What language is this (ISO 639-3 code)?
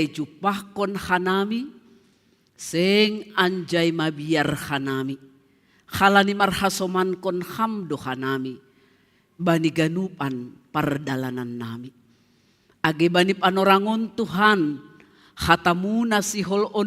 bts